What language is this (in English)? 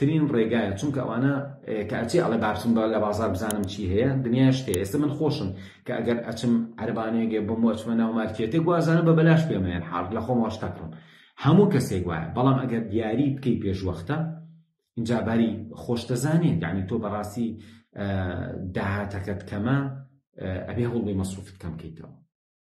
Central Kurdish